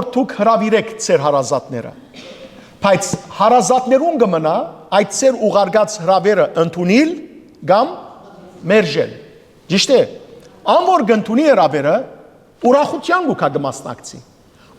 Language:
Western Armenian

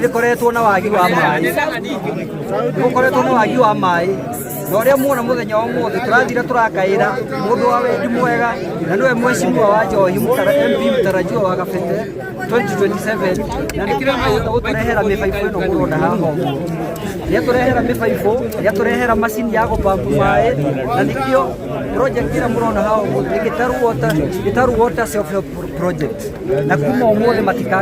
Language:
Kikuyu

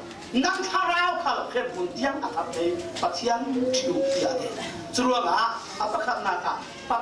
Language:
Falam Chin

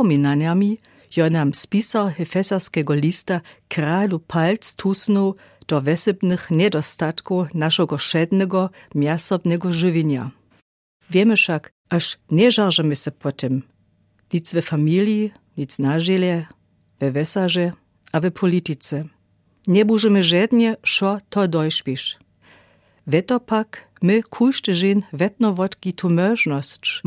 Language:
Lower Sorbian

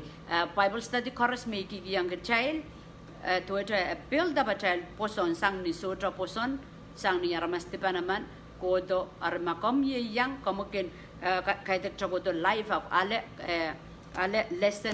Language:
Pohnpeian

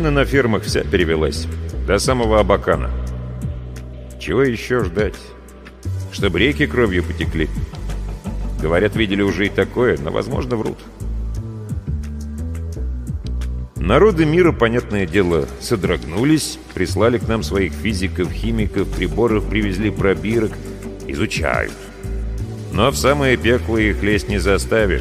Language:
Russian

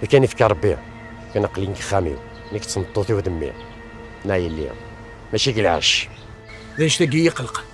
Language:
Kabyle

